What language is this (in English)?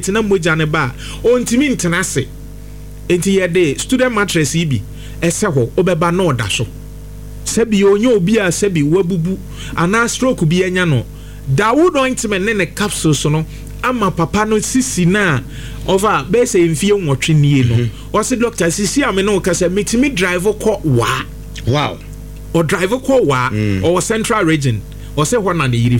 Akan